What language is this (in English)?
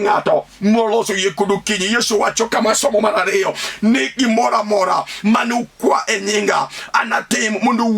Luo (Kenya and Tanzania)